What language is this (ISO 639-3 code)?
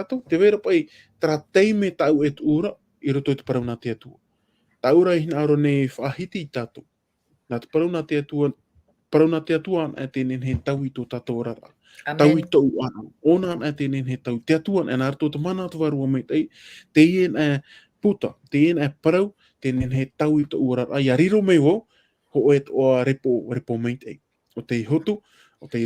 tah